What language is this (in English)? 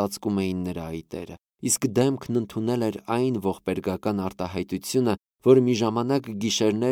Armenian